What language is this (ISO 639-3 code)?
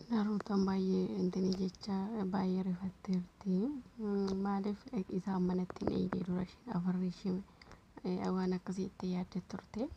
orm